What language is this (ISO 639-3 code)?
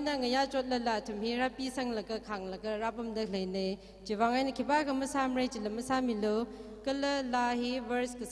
nmf